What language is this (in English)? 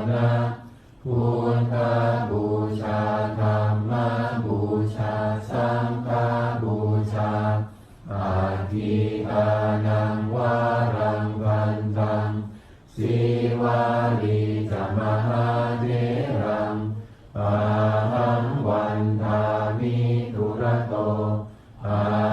Pali